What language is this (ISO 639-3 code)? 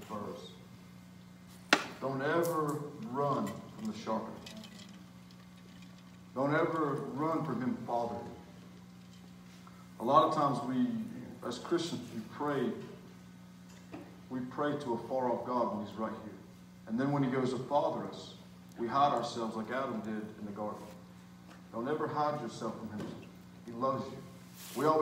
eng